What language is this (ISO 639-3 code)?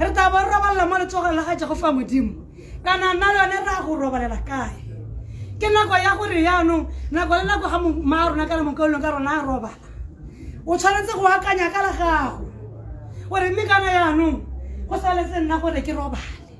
tsn